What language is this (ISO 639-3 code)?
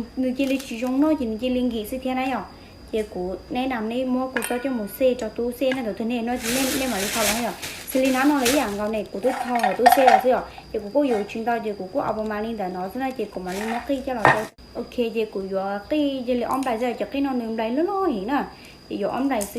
hmn